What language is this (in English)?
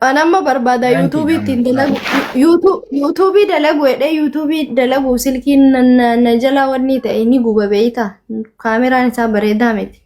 Oromo